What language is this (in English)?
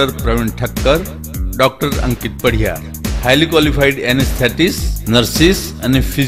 Gujarati